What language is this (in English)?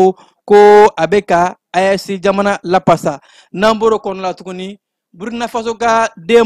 Bambara